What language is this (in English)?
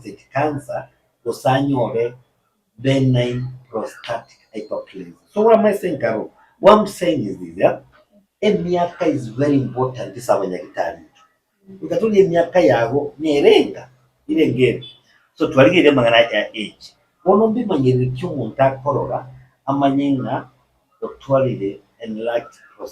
Gusii